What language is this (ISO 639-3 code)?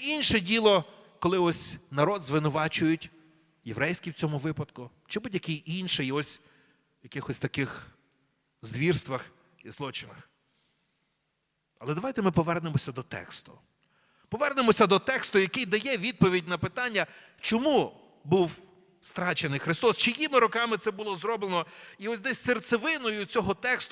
ukr